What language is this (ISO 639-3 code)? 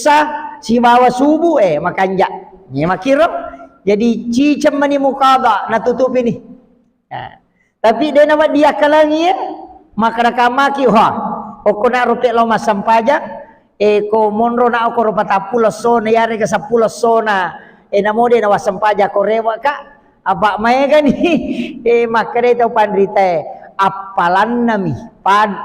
bug